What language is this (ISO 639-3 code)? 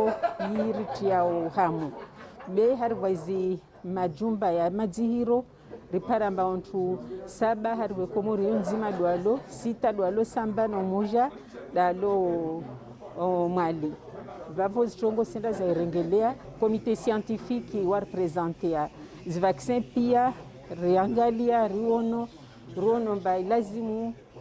zdj